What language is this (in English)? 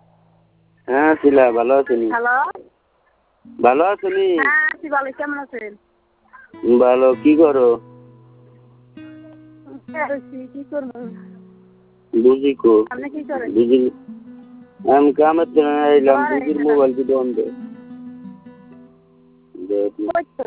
Bangla